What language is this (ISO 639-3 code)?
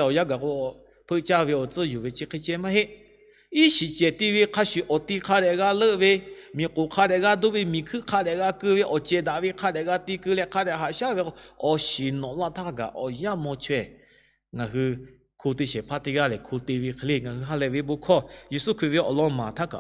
lhu